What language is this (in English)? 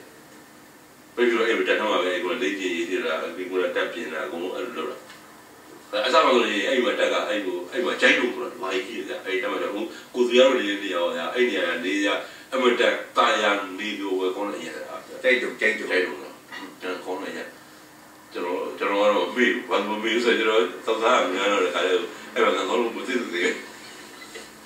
Burmese